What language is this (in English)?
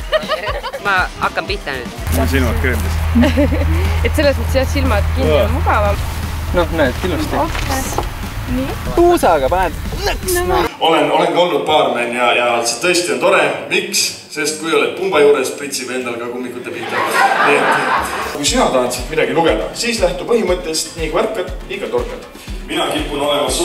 Estonian